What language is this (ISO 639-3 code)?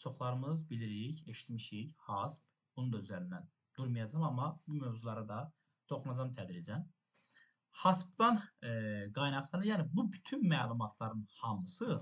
aze